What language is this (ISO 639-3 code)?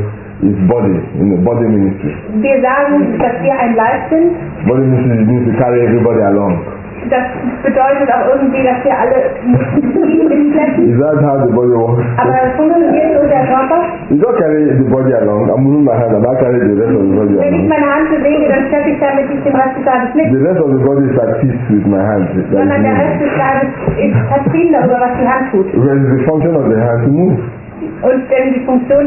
deu